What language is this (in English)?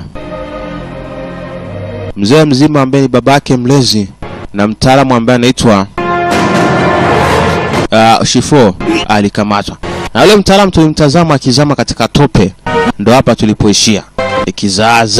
Swahili